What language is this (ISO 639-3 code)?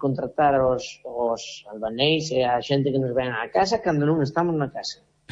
glg